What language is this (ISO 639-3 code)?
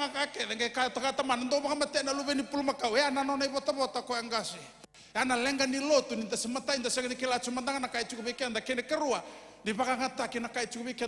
fij